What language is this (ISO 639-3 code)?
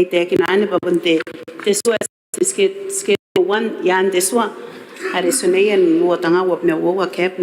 gil